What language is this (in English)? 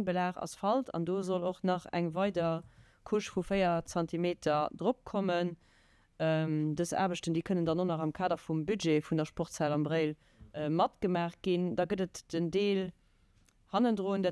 Luxembourgish